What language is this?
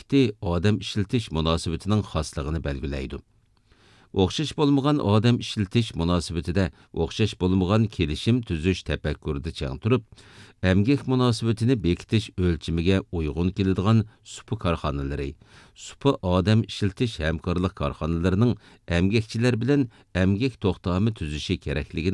Uyghur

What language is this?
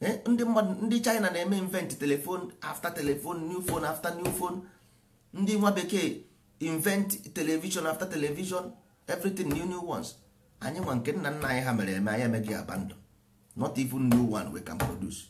Igbo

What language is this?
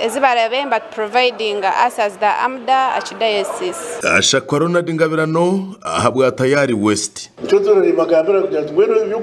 Nyankole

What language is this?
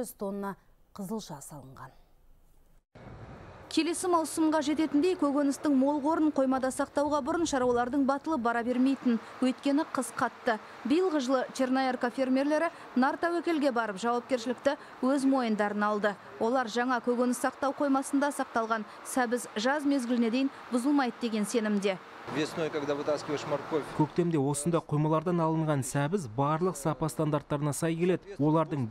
Kazakh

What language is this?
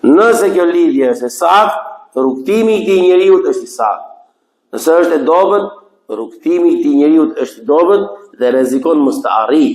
Albanian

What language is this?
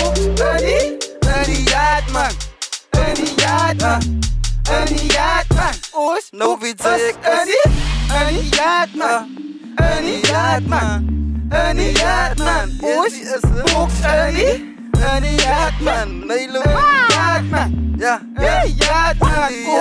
Afrikaans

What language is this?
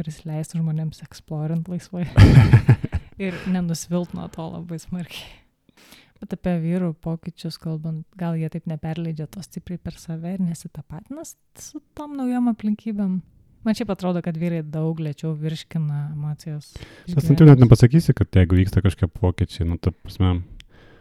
Lithuanian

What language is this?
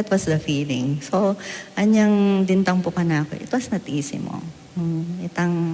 Pampanga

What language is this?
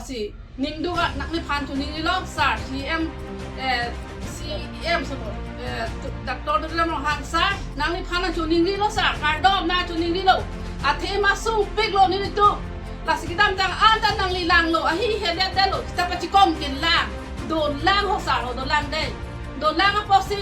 Karbi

